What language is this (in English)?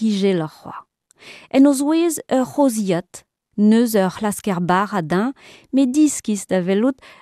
Breton